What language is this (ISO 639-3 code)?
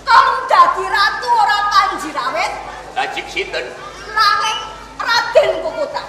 jav